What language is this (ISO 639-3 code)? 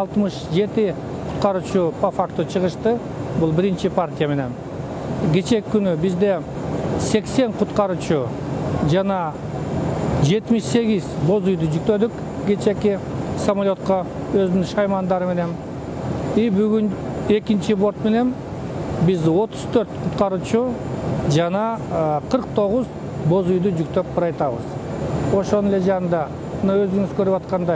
kir